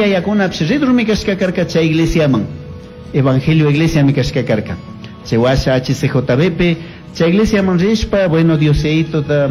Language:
Chimborazo Highland Quichua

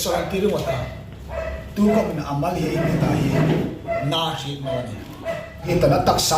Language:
Hmar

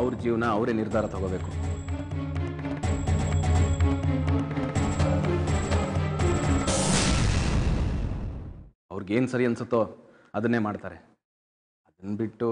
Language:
Kannada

